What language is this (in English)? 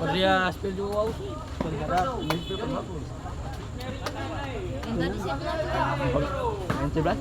Ambonese Malay